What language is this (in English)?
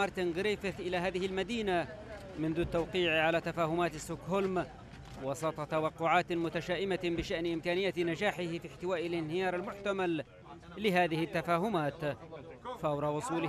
Arabic